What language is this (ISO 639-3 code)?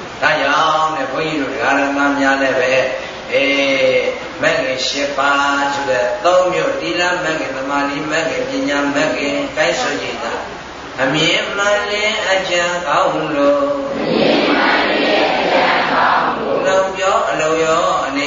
mya